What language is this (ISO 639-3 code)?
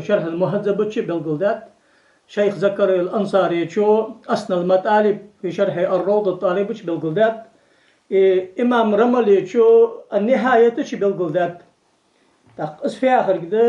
inh